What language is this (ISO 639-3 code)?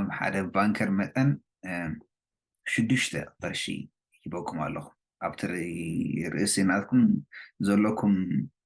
tir